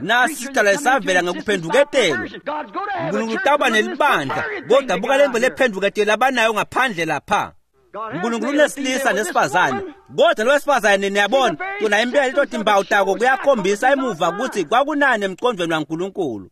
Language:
Swati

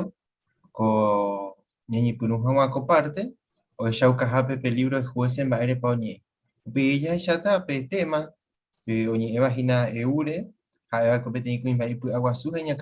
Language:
Guarani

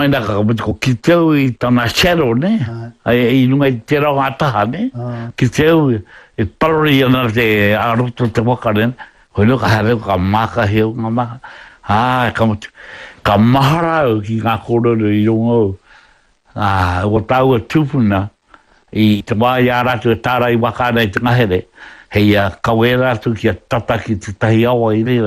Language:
Māori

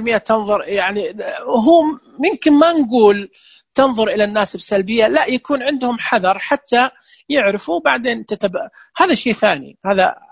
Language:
Najdi Arabic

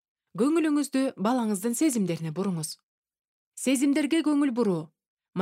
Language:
Kyrgyz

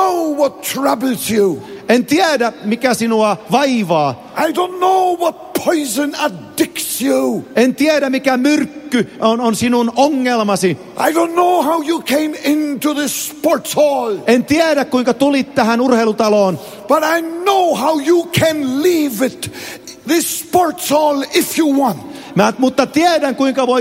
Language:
Finnish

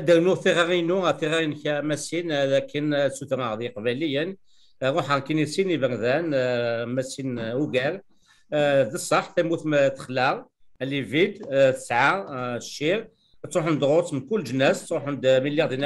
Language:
Kabyle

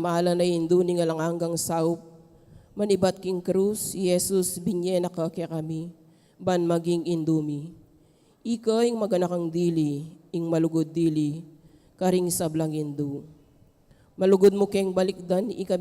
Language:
Pampanga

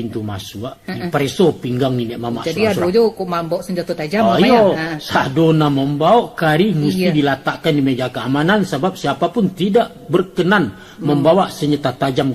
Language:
Minangkabau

